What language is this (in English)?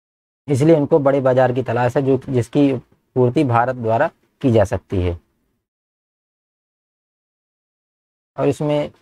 Hindi